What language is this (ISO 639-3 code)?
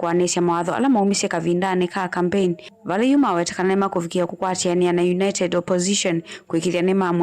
kam